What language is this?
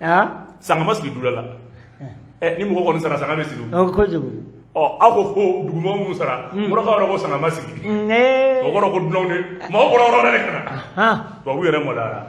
Bambara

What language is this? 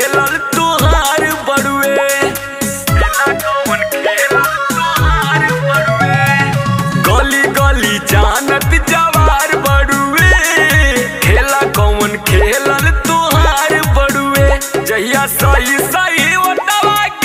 Bhojpuri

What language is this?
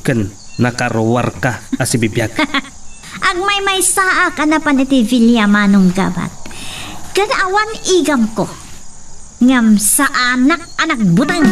Iloko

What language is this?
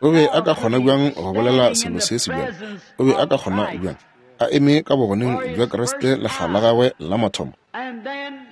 Northern Sotho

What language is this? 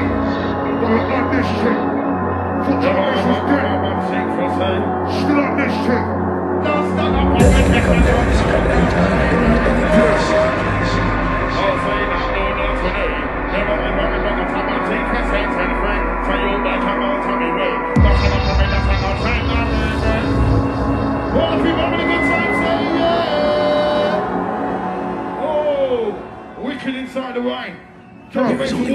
English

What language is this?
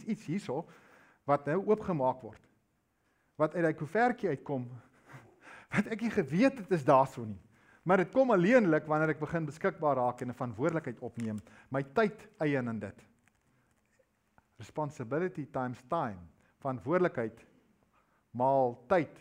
Afrikaans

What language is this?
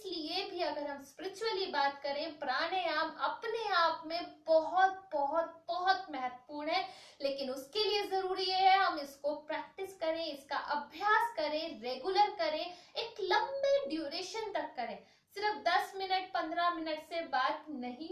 Hindi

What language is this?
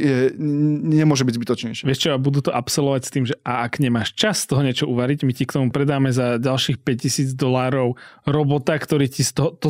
Slovak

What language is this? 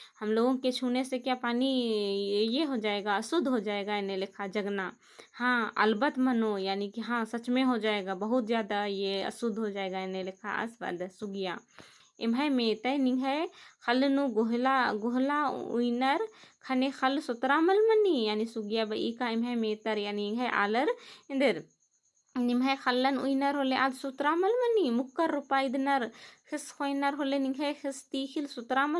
Kurukh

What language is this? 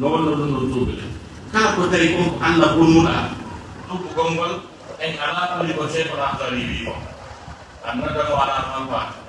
Fula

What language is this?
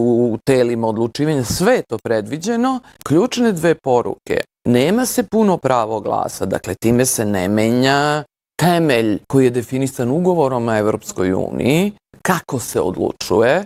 Bosnian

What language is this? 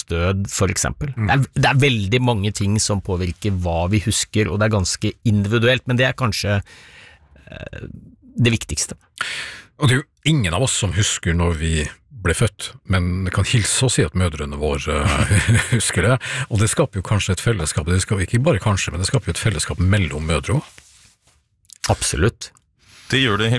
Norwegian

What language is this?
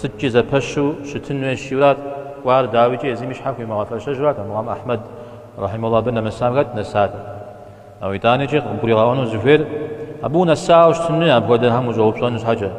Kabardian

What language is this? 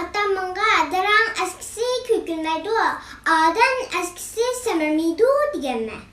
Uyghur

